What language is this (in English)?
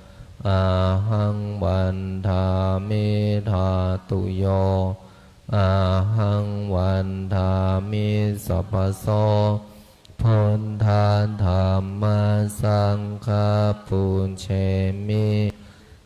Pali